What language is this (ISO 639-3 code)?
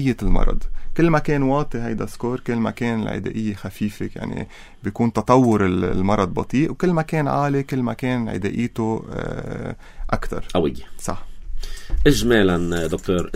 apc